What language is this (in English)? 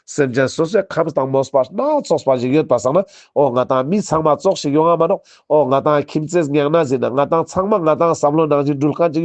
Ladakhi